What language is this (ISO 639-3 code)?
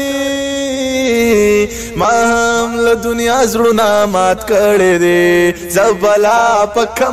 pus